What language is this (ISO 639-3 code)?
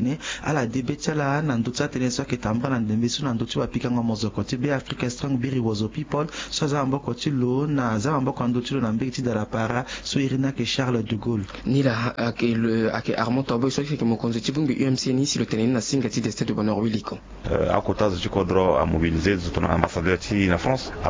sag